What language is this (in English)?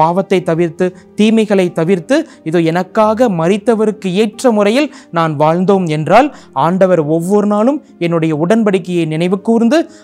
Tamil